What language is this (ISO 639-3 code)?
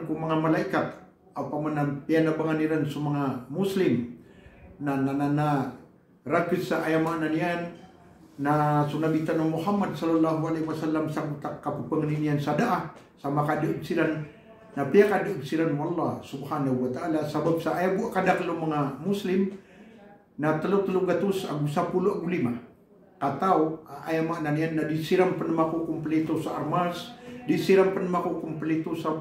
mrw